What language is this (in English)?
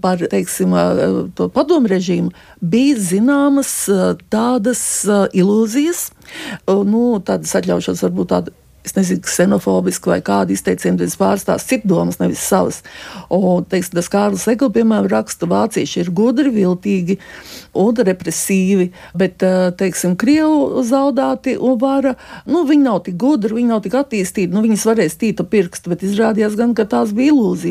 Latvian